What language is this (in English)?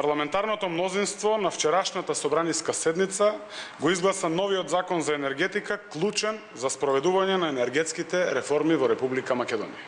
Macedonian